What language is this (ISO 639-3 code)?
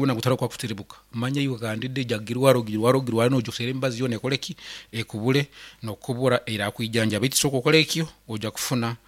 nyn